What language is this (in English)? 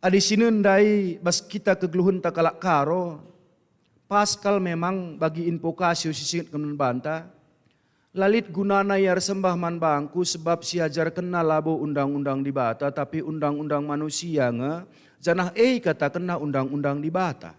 Batak Karo